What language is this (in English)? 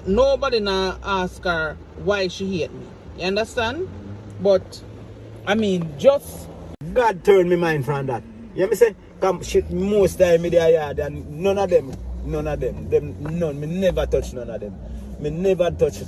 Jamaican Creole English